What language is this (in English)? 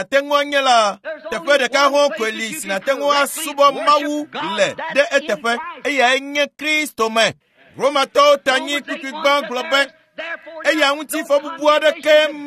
Ewe